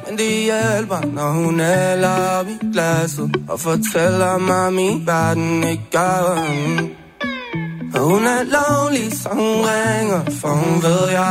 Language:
Danish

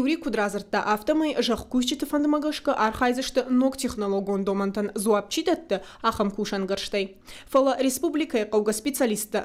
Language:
Ossetic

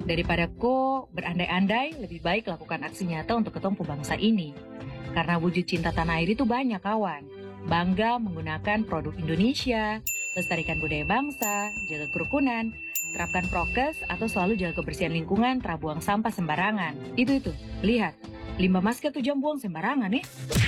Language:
Indonesian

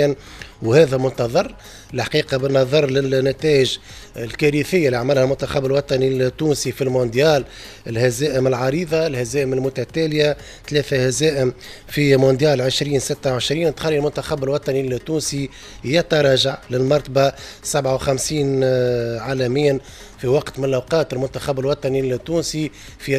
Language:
Tunisian Arabic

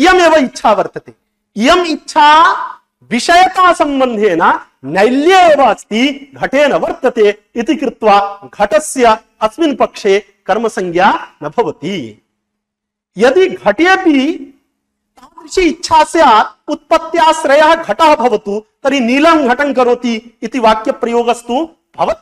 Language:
Sanskrit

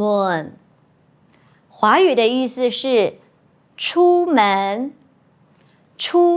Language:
Hakka Chinese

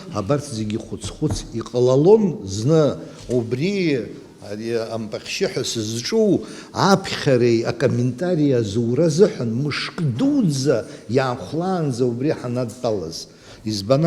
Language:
Abkhazian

